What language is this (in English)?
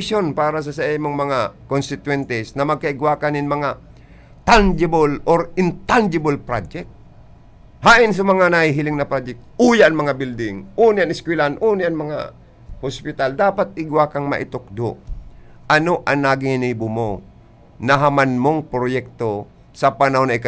Bikol